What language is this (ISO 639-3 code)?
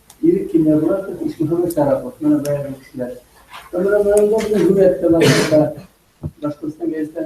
bak